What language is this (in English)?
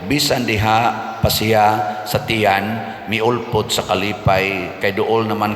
Cebuano